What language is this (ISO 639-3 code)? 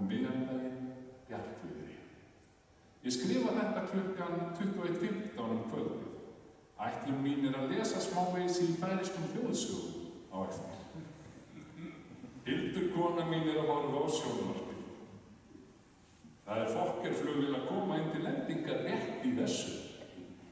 isl